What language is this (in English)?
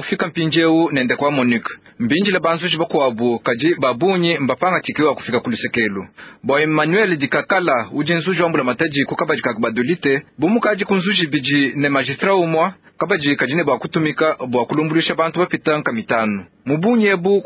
Luba-Lulua